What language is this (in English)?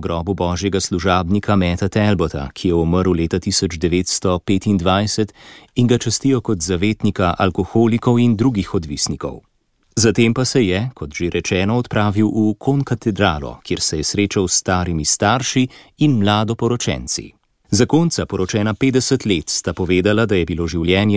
Slovenian